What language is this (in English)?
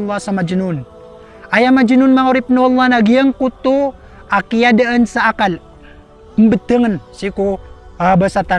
Maranao